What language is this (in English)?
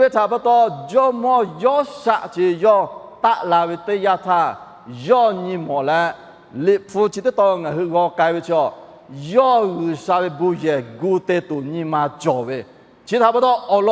Lahu